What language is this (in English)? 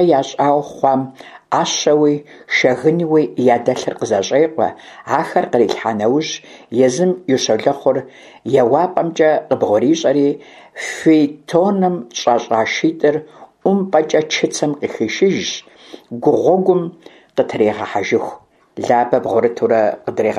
Kabardian